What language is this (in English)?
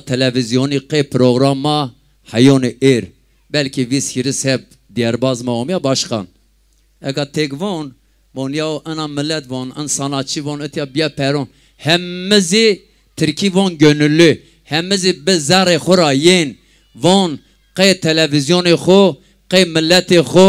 Zaza